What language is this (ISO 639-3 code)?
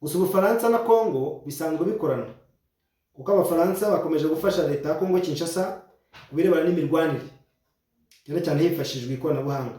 kin